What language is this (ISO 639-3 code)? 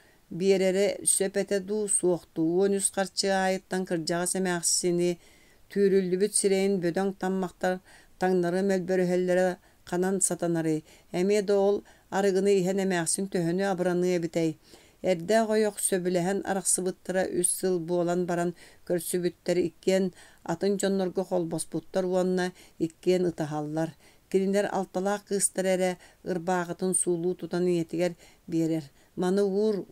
sah